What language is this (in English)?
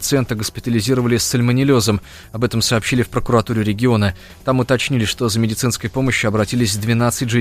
Russian